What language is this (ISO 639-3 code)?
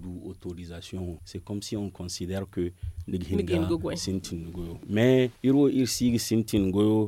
dje